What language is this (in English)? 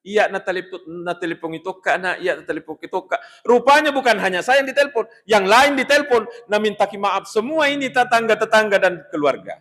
Buginese